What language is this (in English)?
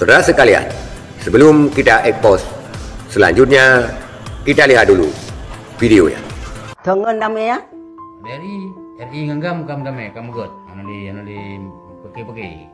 Achinese